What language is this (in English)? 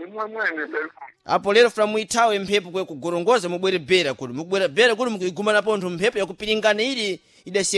Sena